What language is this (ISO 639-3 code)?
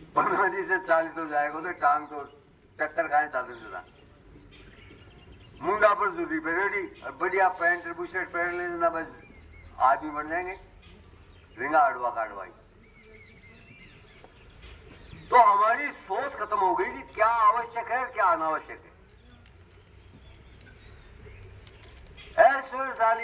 hin